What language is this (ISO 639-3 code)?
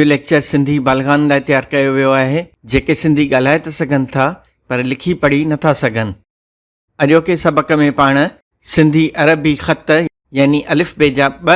snd